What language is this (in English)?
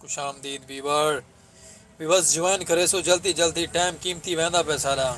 Saraiki